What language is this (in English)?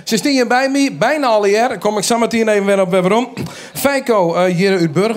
Western Frisian